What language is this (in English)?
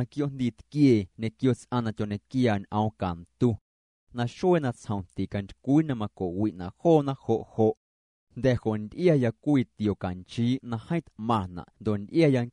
Guerrero Amuzgo